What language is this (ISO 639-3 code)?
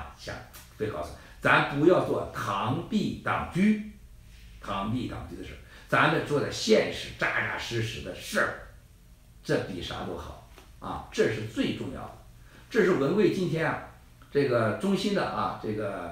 zho